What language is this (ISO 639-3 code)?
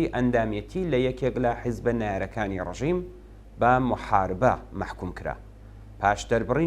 ckb